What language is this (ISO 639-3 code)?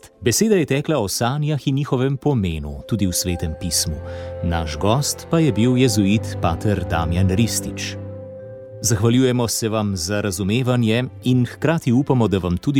slv